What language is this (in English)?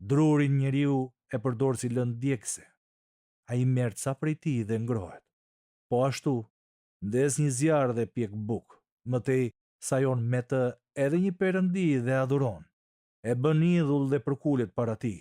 Albanian